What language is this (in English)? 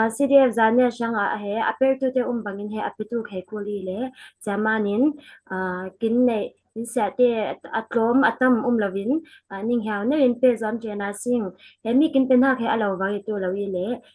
Falam Chin